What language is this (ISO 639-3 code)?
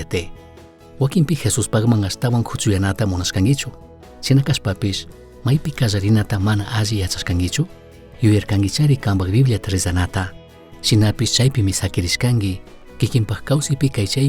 qug